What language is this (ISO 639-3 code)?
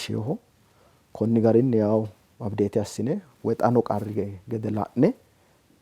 sid